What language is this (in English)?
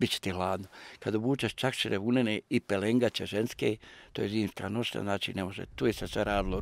Bosnian